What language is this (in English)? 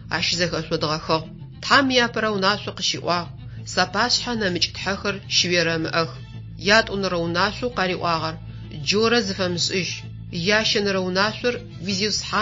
Adyghe